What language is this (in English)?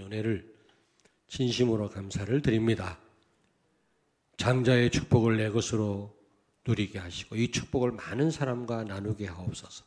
Korean